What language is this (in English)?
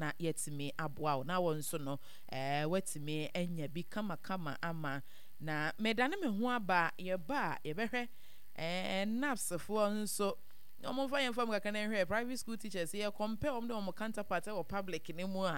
Akan